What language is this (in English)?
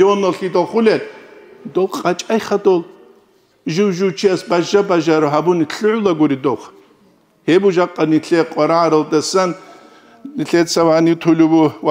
Avaric